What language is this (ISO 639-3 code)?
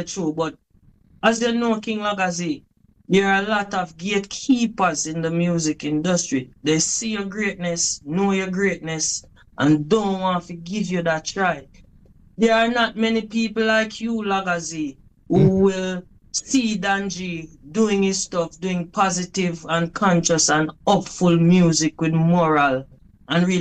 jam